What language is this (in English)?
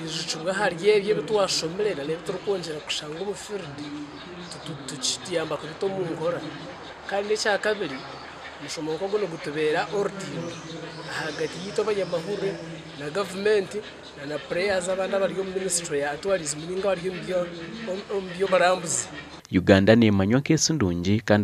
Nyankole